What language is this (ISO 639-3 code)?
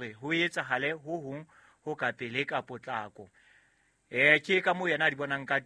sot